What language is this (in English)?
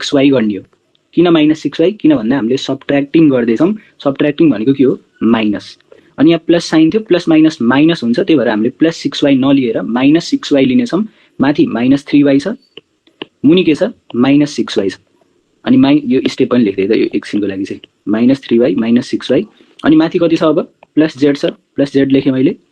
Nepali